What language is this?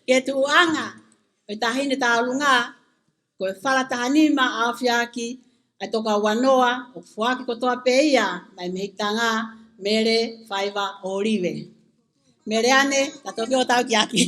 Tongan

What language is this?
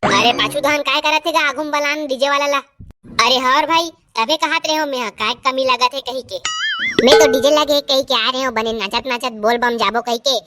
Chhattisgarhi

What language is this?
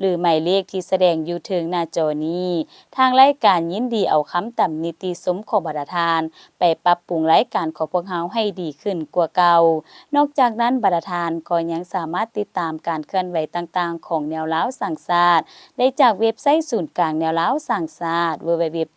Lao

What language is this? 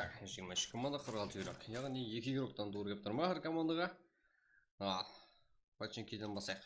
Kara-Kalpak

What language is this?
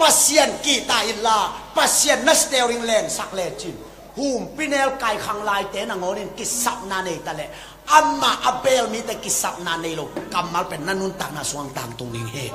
Tedim Chin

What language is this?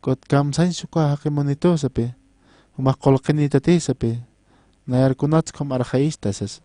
Aymara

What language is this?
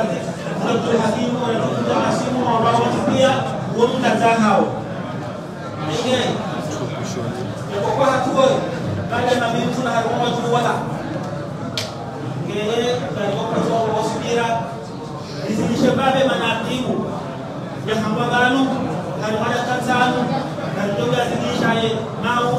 Swahili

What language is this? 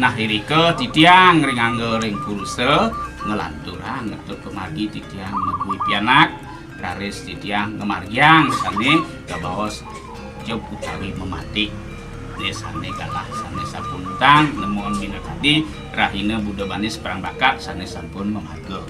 Balinese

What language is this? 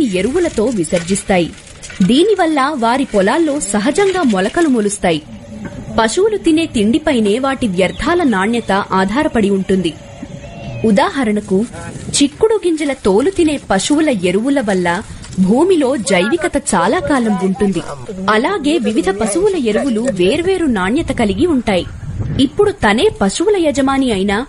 Telugu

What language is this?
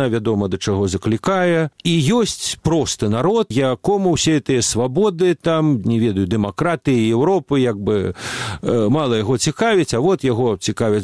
Belarusian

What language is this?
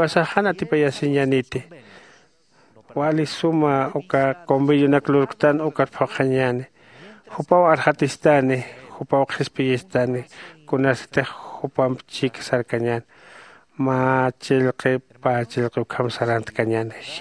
Aymara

